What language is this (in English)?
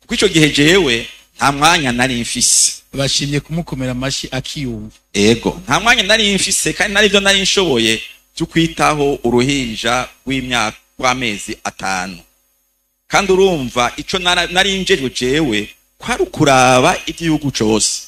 Rundi